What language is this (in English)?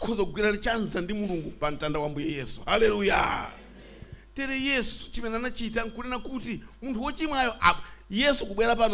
Nyanja